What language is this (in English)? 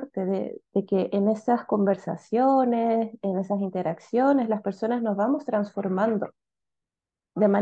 Spanish